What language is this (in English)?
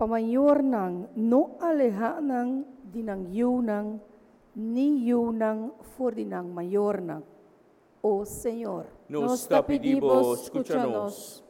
Papiamento